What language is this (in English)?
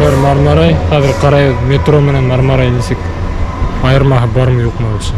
Bashkir